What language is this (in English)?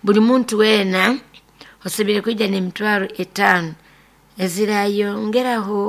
Nyoro